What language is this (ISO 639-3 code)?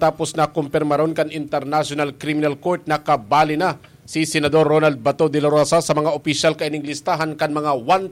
bik